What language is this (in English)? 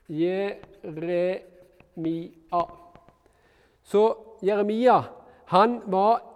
Norwegian